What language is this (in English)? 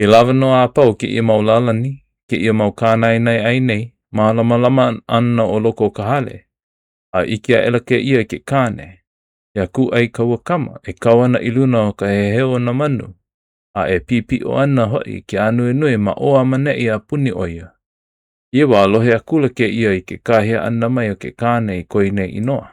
Hawaiian